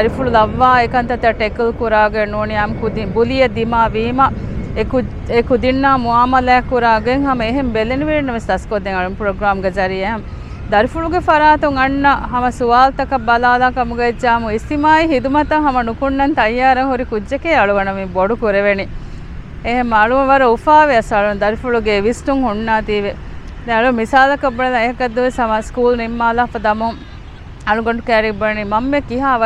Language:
Divehi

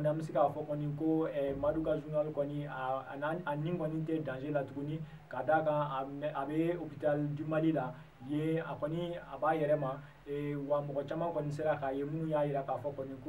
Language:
Bambara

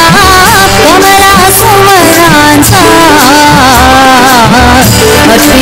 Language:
Marathi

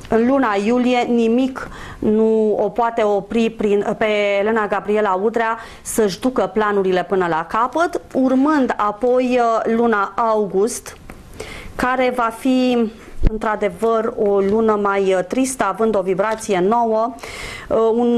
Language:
Romanian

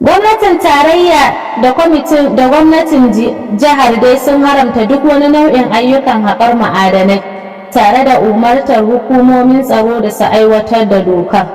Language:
Hausa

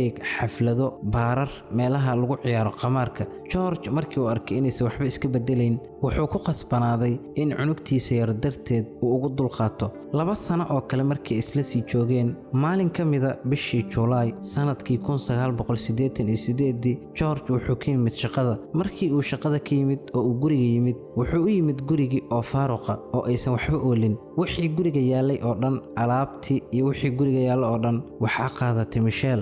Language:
Somali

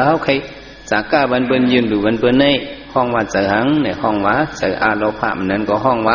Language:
Shan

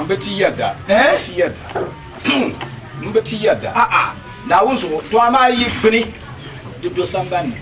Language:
Dagbani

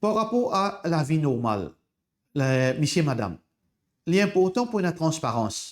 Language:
Morisyen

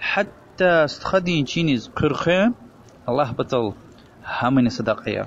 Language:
Lezghian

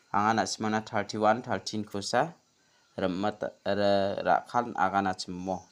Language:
Garo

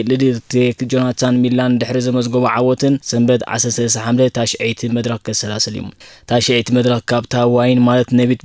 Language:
Tigrinya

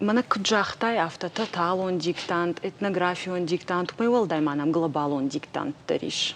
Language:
Ossetic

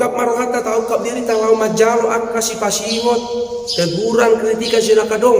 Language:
Batak Toba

